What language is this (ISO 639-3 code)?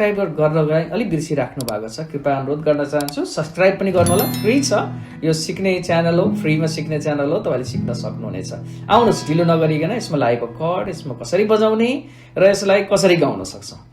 nep